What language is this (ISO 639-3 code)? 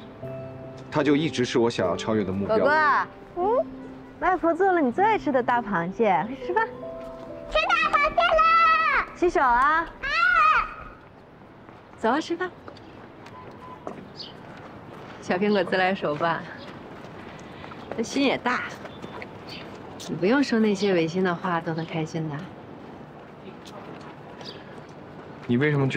zho